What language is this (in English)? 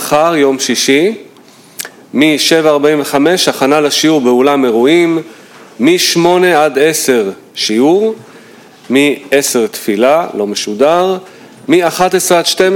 Hebrew